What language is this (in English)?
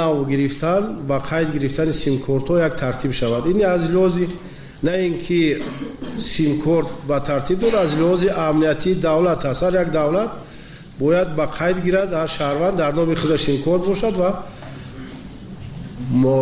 Persian